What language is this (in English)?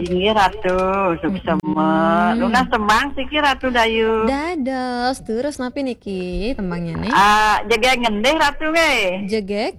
Balinese